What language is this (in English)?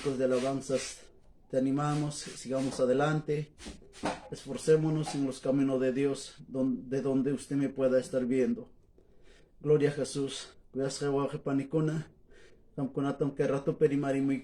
Quechua